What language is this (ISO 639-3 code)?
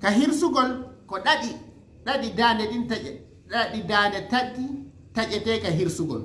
ful